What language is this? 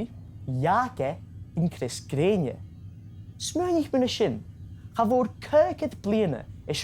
Scottish Gaelic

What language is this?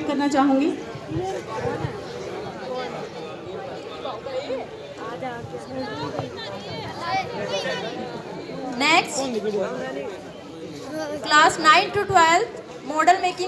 Hindi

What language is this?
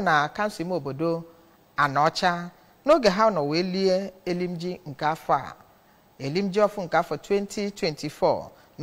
Igbo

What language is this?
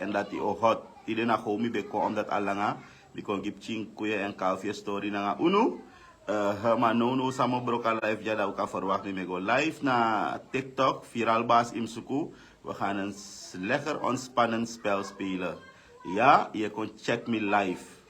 Sranan Tongo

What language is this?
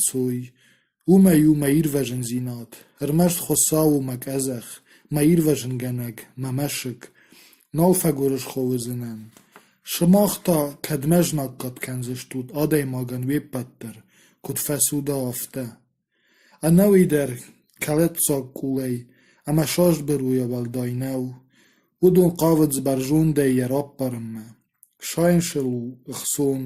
Ossetic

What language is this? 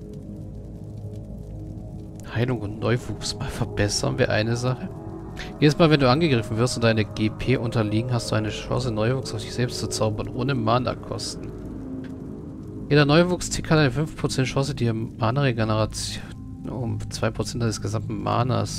German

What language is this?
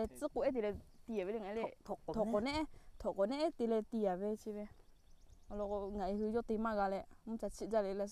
Lahu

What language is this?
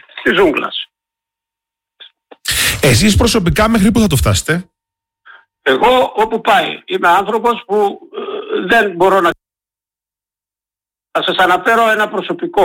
Greek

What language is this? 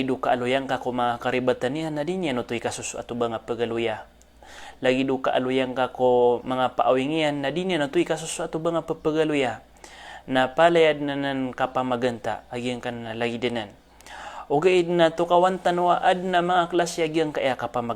Maranao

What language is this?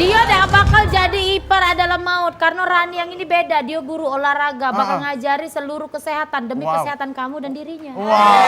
Musi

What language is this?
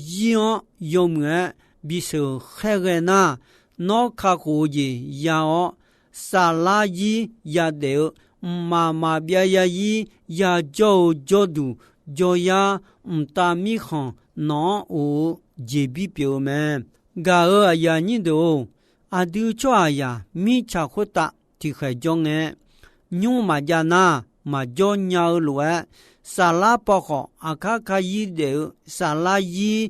Akha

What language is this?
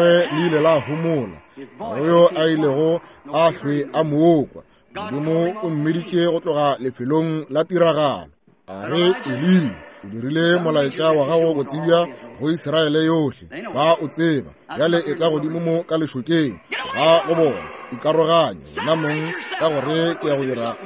Northern Sotho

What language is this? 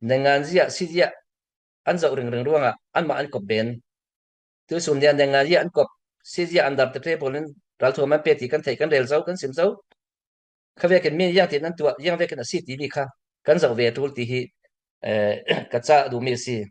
Falam Chin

